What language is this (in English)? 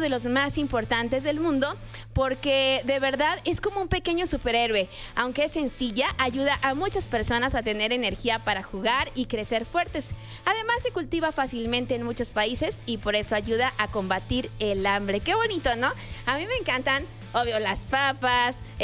Spanish